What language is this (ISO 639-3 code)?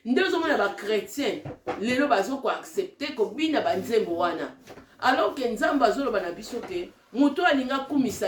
lin